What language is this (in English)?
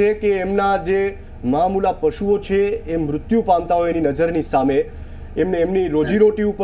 Gujarati